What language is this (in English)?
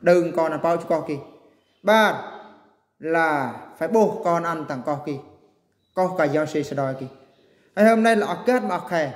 Eastern Bru